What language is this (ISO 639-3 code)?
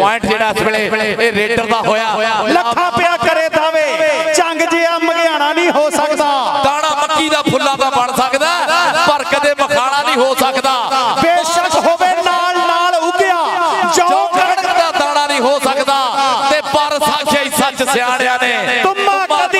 pan